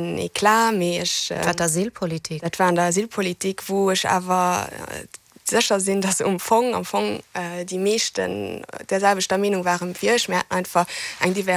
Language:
Luxembourgish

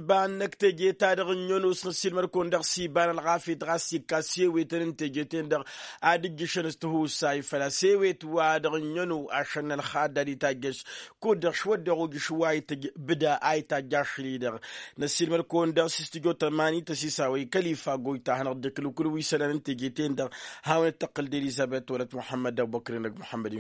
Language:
Tamasheq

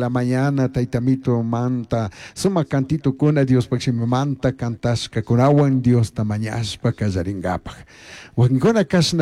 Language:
Chimborazo Highland Quichua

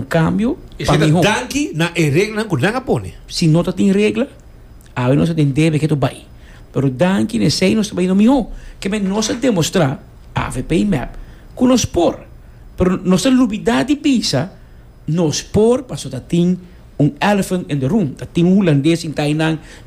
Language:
Papiamento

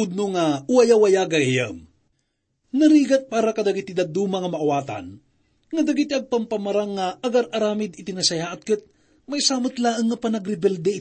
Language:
Iloko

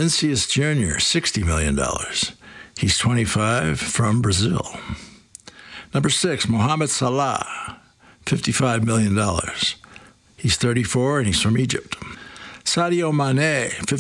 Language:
English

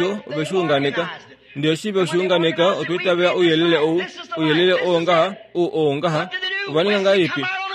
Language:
Kuanyama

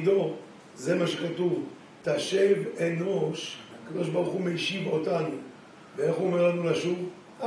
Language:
Hebrew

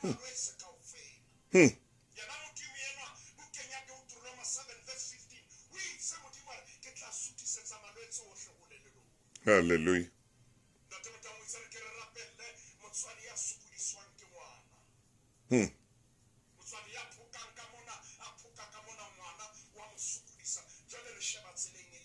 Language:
Southern Sotho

